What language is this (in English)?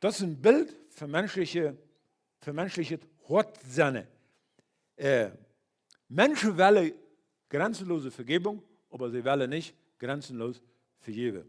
Plautdietsch